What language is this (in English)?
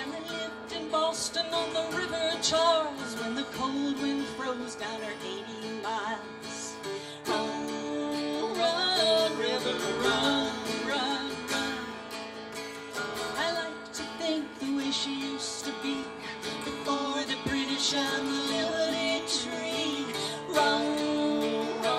English